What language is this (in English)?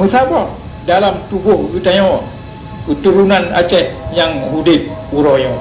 Achinese